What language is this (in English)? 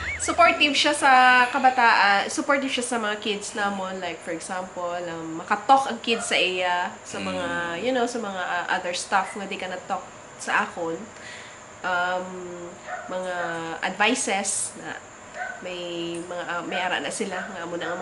Hiligaynon